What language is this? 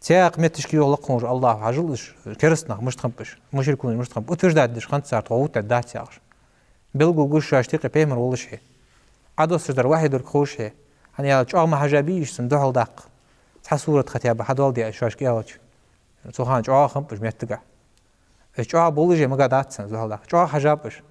Ingush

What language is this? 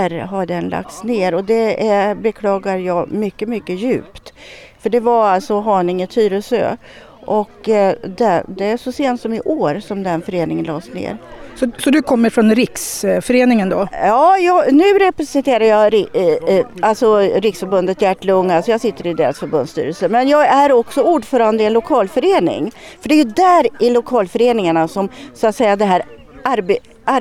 Swedish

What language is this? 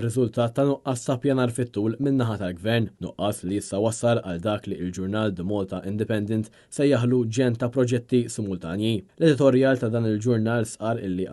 Maltese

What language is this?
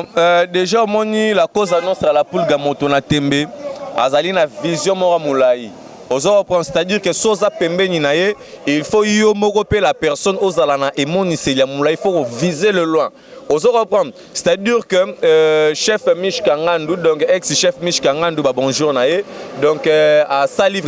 Lingala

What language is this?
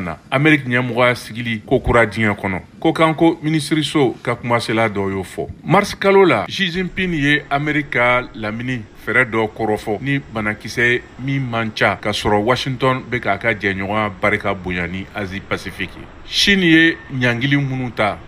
Bambara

